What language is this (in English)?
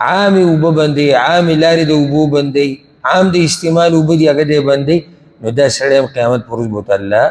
Pashto